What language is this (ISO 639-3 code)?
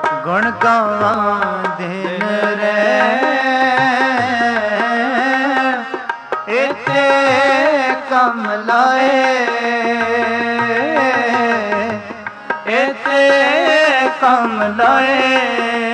pan